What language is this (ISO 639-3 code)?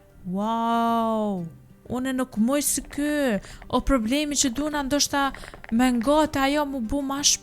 sqi